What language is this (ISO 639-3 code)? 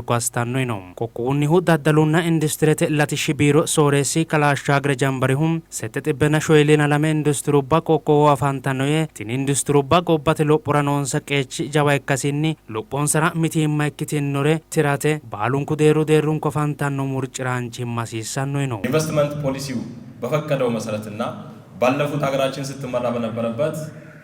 sid